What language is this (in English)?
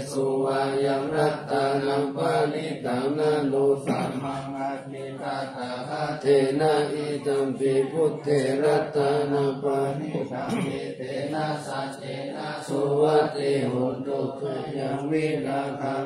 Pali